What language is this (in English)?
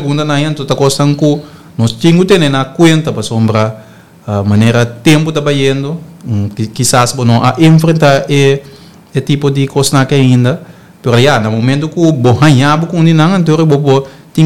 Papiamento